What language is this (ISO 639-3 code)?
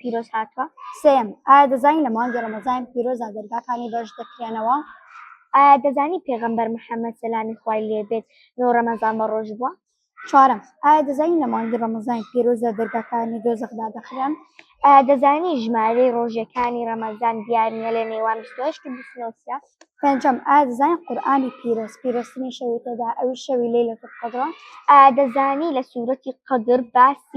ckb